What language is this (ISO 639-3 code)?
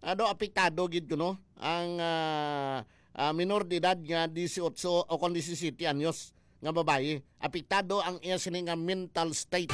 hil